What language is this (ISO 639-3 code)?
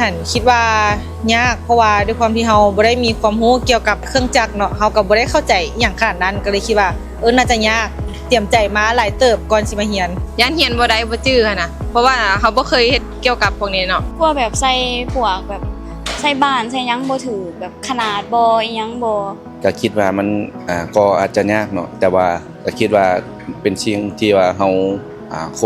lao